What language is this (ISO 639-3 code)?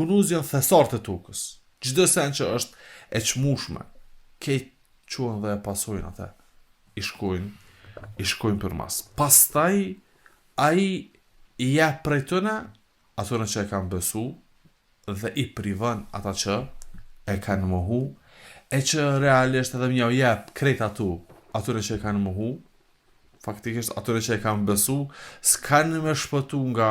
sqi